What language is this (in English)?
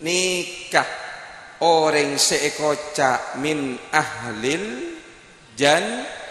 Madurese